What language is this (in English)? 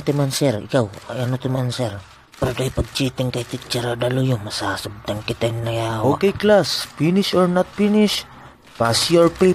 Waray